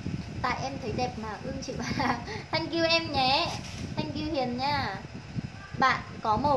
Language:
Vietnamese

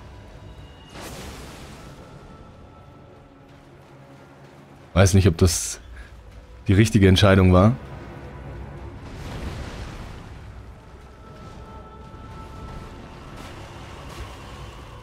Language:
German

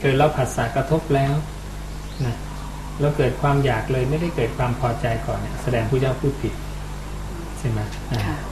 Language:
Thai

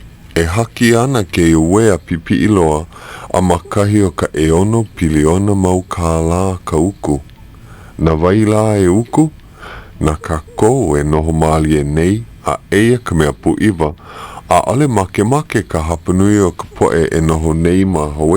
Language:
Hawaiian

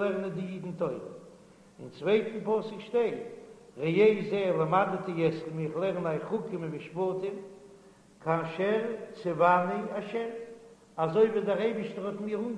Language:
Yiddish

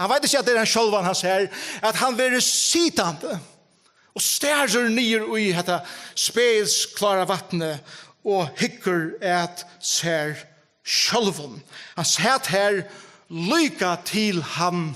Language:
Faroese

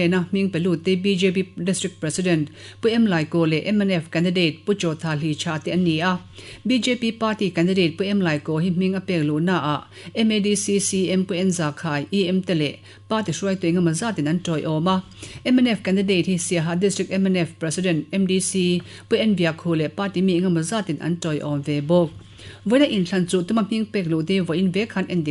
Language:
Mizo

